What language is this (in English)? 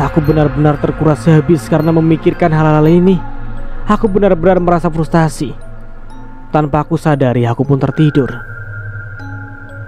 Indonesian